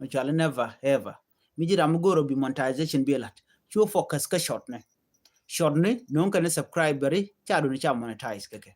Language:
Nuer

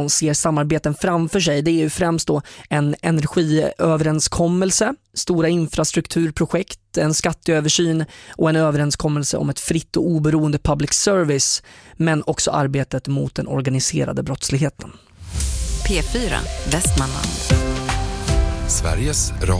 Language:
Swedish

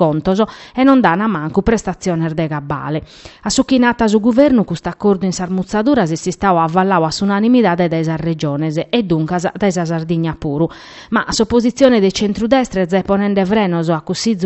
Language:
Sardinian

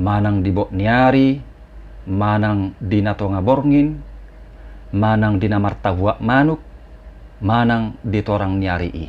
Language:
Batak Toba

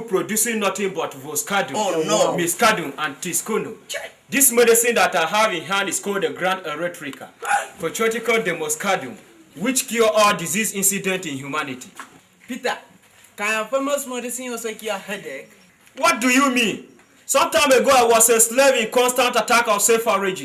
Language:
Tiv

